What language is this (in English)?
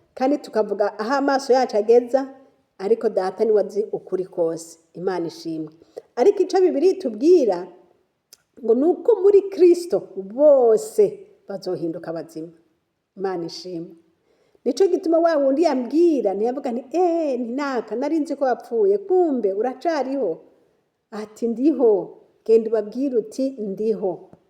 Rundi